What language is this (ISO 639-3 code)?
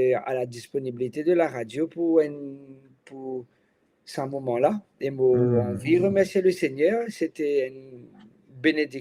mfe